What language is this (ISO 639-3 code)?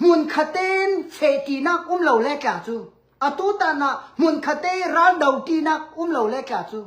cnh